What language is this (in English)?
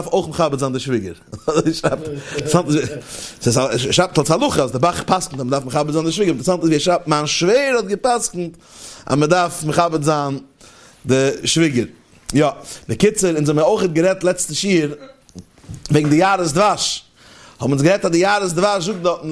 Yiddish